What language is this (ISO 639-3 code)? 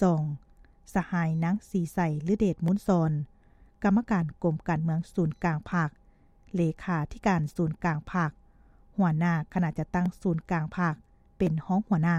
lao